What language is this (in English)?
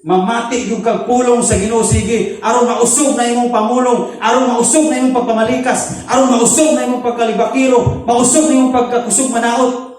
Cebuano